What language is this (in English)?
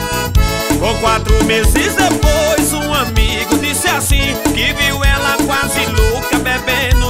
Portuguese